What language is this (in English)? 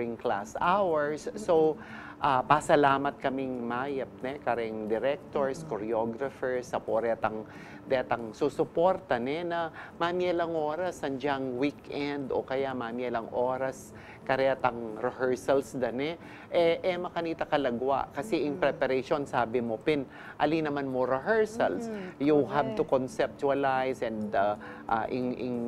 Pampanga